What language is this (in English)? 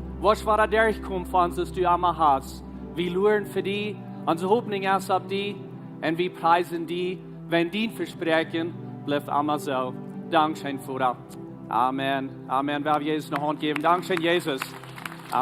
Plautdietsch